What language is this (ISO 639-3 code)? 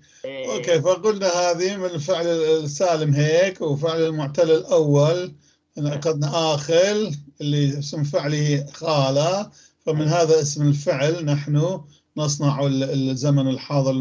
apc